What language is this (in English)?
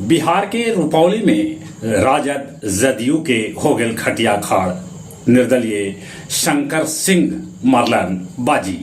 Magahi